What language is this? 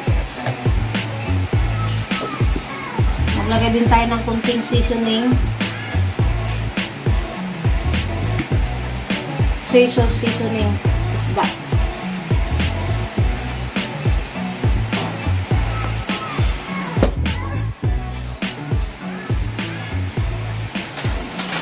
Filipino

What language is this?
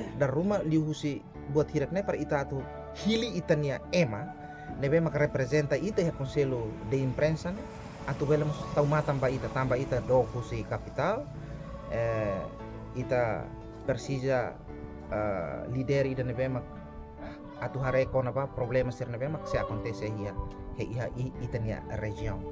Tetum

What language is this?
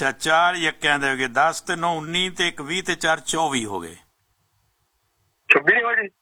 Punjabi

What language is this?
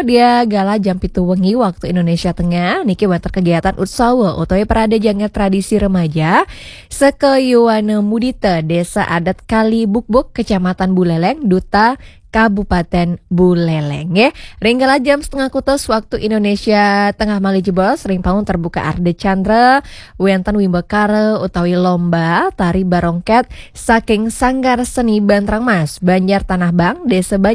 Balinese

